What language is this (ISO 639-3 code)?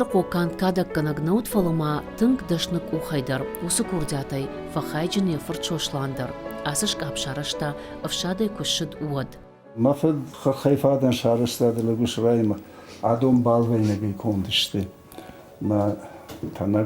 oss